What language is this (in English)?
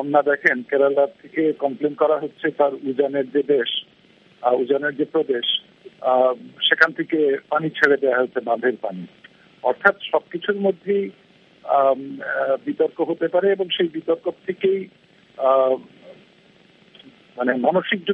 Bangla